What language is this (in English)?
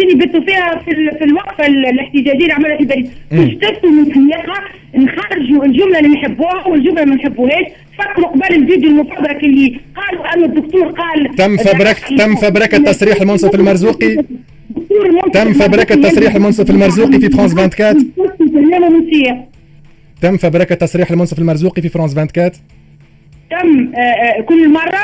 Tunisian Arabic